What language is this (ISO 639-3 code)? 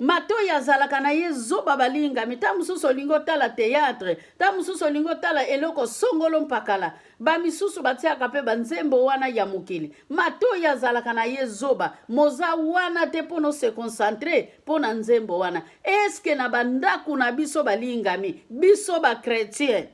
lin